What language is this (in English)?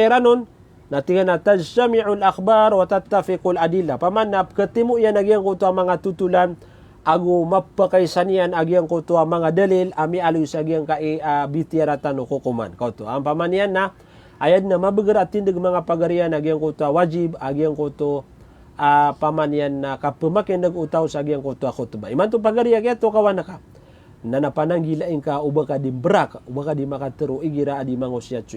Maranao